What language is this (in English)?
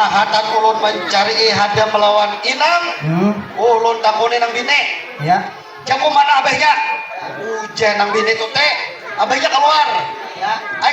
Banjar